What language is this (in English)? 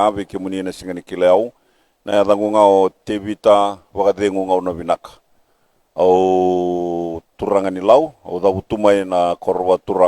Fijian